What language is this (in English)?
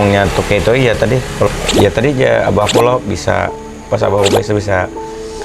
Banjar